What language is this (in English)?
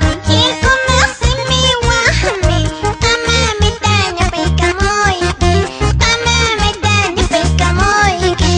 Quechua